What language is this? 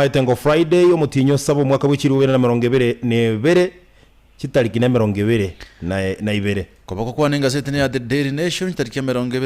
Gusii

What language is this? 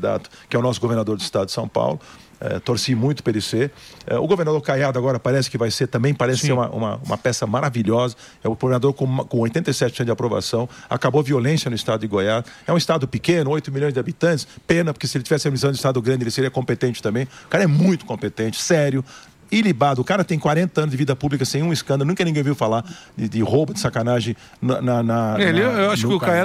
Portuguese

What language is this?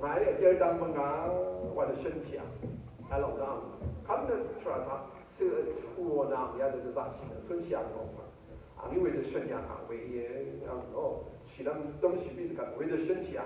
Rawang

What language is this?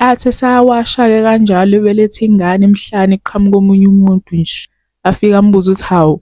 Zulu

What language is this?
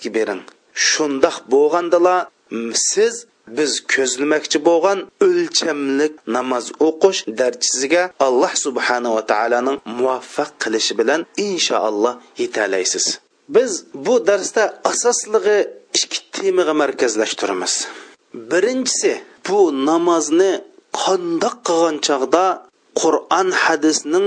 Uyghur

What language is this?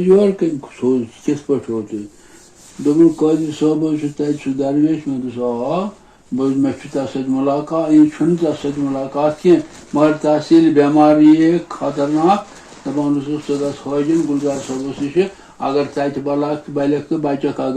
Kashmiri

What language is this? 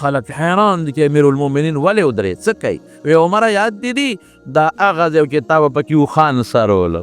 Pashto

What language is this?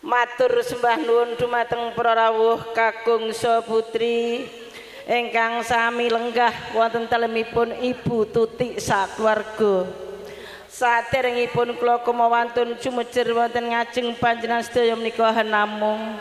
Javanese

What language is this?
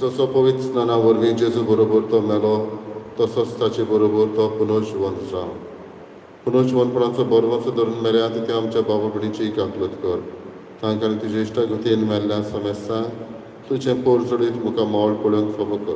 Konkani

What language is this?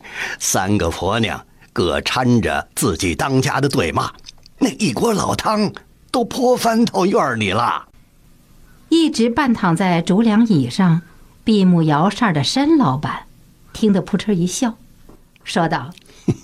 Chinese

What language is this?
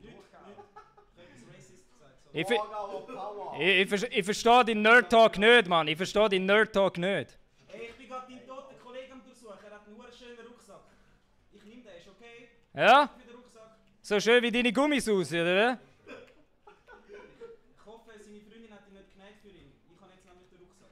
Swiss German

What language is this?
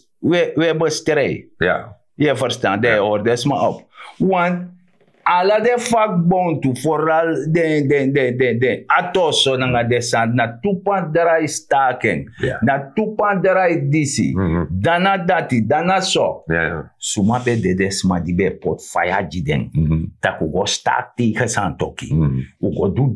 Sranan Tongo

